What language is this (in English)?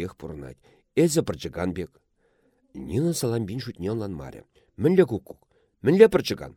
Chuvash